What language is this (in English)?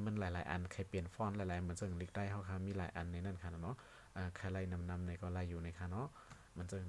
Shan